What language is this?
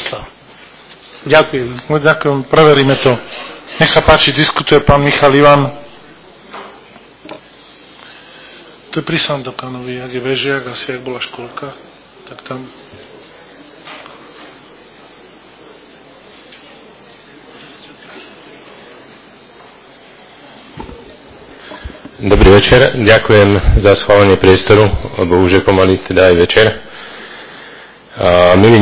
Slovak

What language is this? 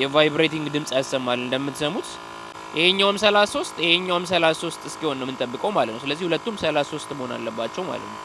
Amharic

